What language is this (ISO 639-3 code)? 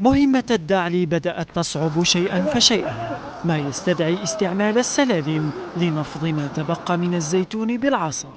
kab